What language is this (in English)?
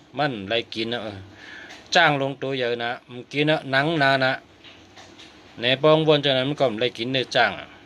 Shan